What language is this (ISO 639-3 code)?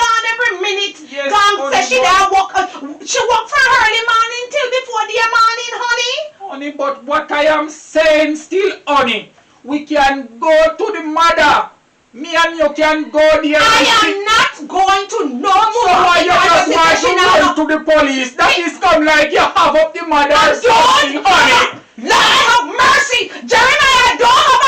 jam